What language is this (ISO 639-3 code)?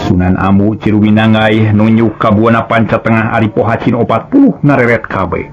sun